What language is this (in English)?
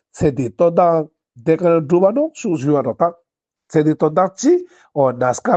Ladakhi